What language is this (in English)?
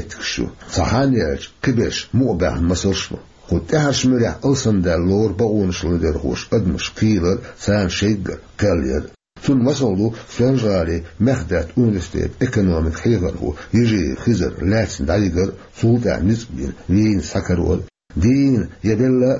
Chechen